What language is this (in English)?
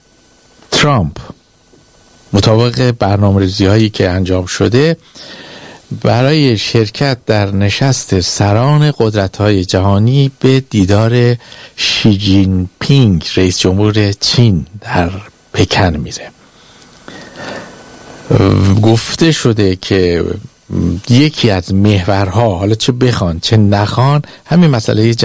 Persian